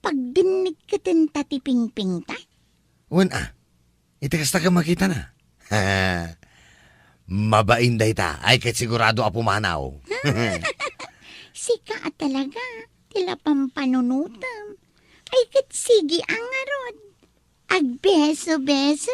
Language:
Iloko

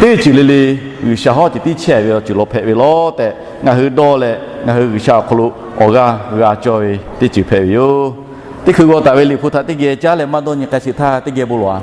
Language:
Lahu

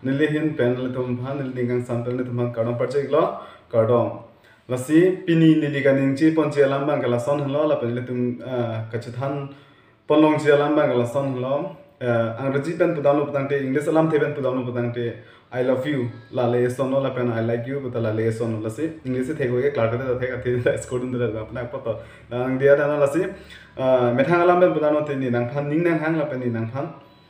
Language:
Karbi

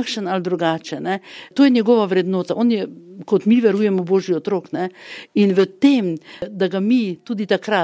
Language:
Slovenian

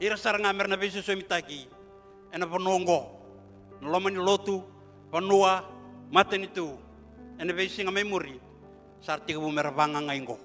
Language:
Fijian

